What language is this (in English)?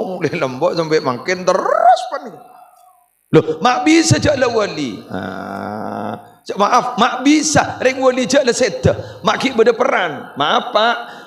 Madurese